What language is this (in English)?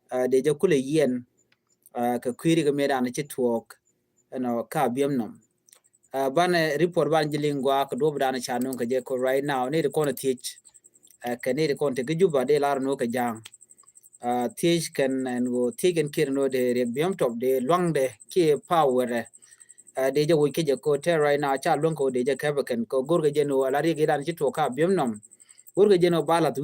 Nuer